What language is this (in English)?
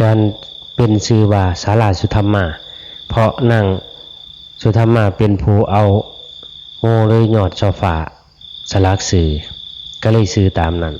Northeastern Thai